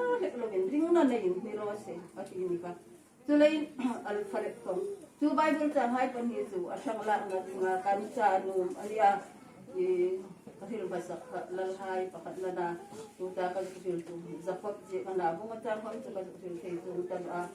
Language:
Hmar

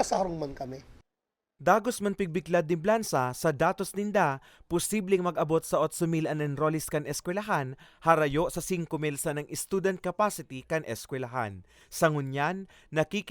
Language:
Bikol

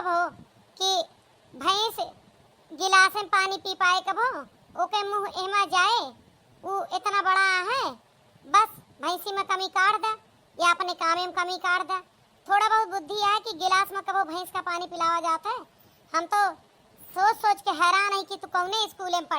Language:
Awadhi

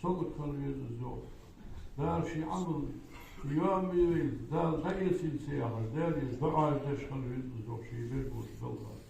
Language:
Ingush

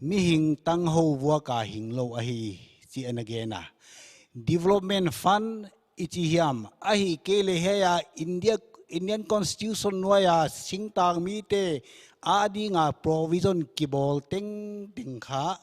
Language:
Paite Chin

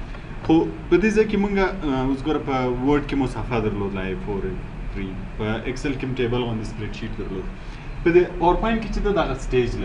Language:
Pashto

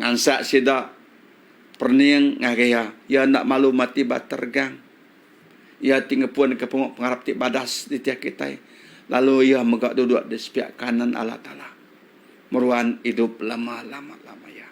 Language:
Iban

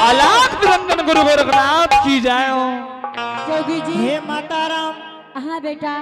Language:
Angika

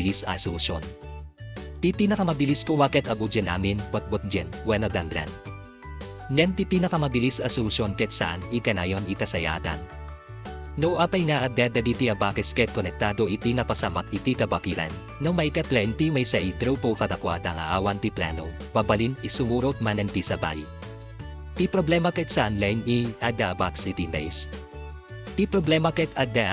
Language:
Iloko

